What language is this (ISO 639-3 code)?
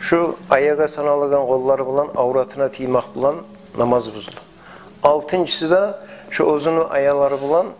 kum